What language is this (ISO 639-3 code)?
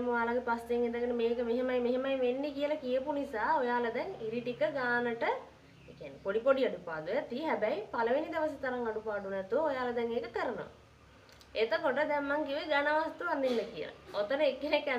sin